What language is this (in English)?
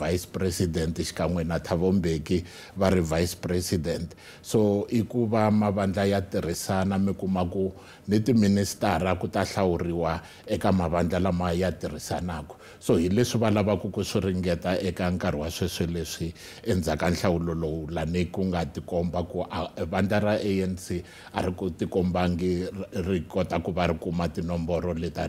Tsonga